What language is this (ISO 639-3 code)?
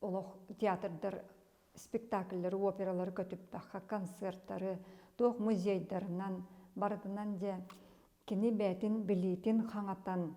sah